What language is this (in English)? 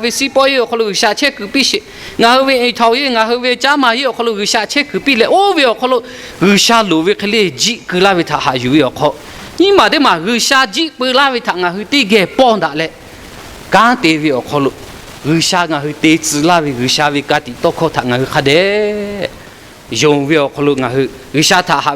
Lahu